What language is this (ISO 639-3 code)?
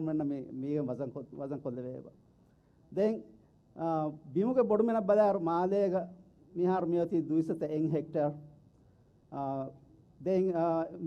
div